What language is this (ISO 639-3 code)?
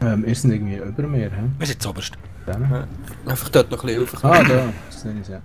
gsw